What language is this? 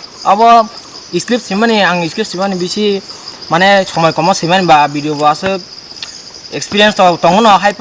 Kok Borok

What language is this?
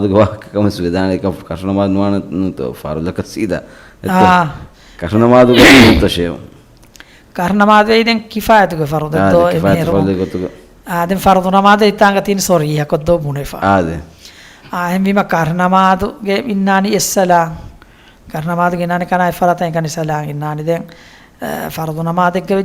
Divehi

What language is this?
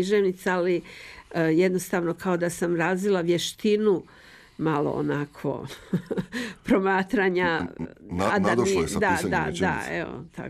Croatian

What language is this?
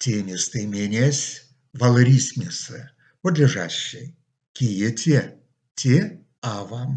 Erzya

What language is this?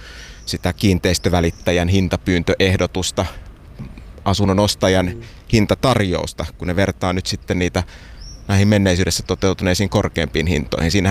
Finnish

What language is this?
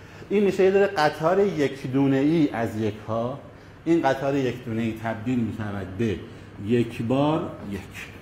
Persian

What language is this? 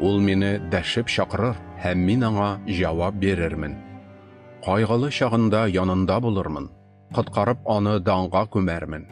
Tatar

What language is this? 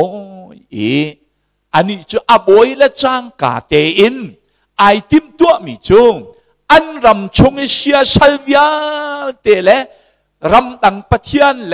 Hakha Chin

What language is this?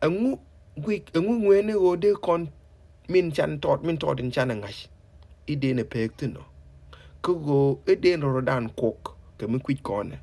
Nuer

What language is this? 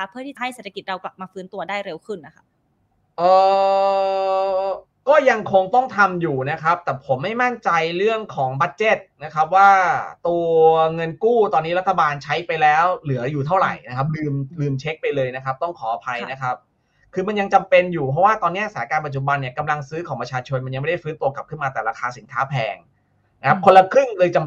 Thai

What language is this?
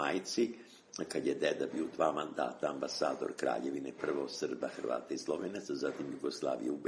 Serbian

